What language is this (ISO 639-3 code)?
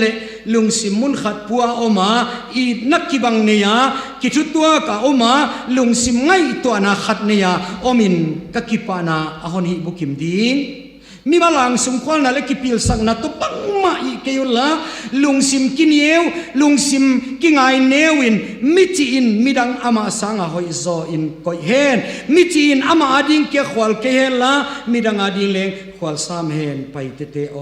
ctd